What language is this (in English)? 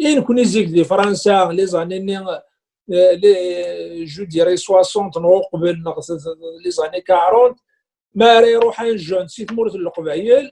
Kabyle